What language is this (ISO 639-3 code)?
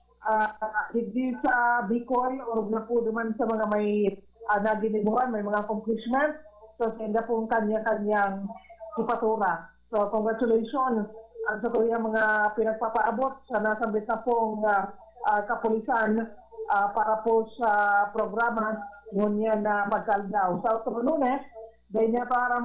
bik